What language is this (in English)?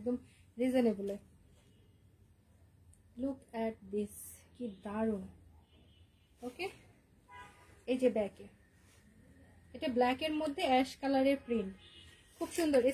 Bangla